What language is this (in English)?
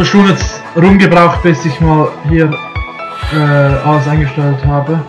Swiss German